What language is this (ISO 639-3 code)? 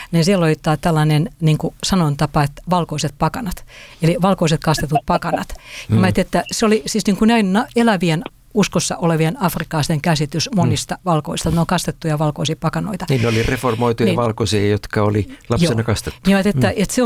fin